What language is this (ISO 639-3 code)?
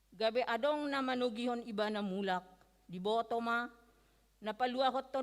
bbc